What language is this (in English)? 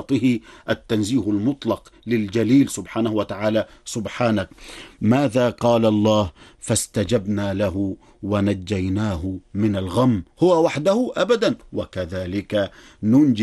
Arabic